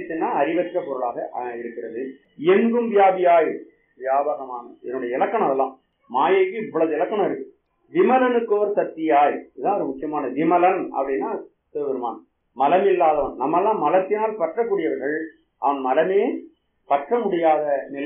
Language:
Tamil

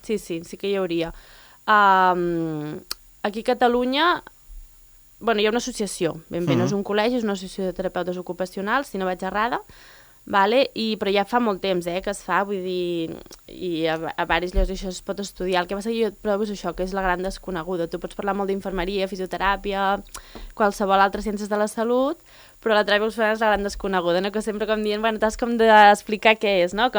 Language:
Catalan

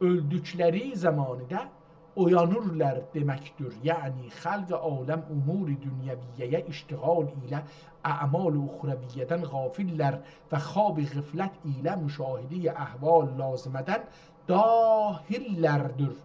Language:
South Azerbaijani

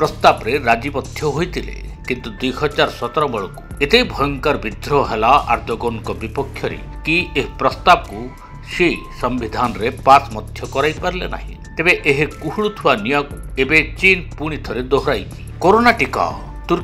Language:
Odia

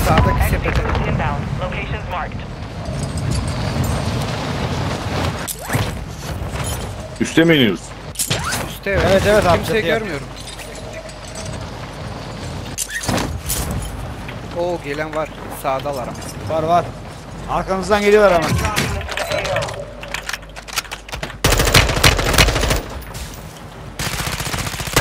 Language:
Turkish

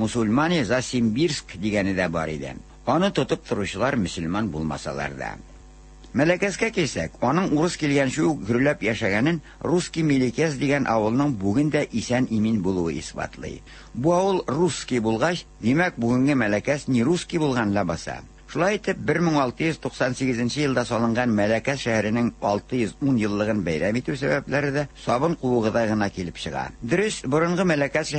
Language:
Tatar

